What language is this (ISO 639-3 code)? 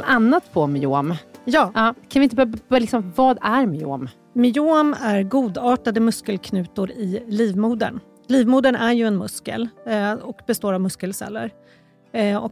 swe